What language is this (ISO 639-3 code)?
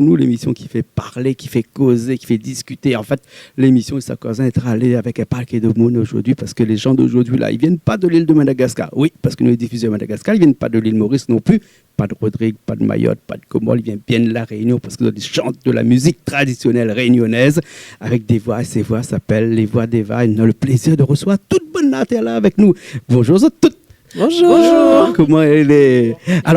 rcf